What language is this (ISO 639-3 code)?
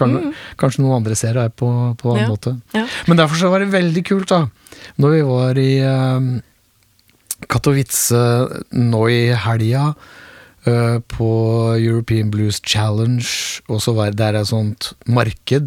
nor